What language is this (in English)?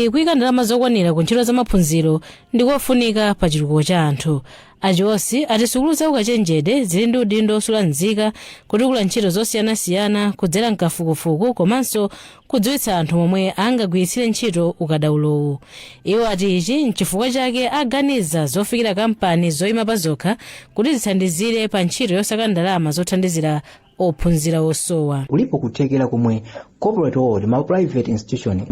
Nyanja